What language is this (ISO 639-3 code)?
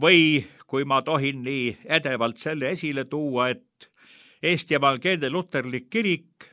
est